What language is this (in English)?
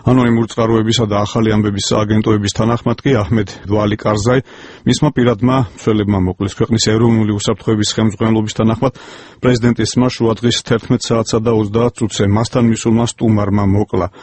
Georgian